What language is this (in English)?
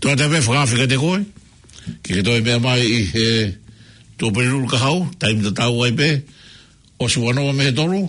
Tongan